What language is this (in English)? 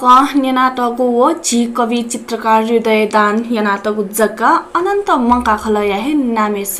Newari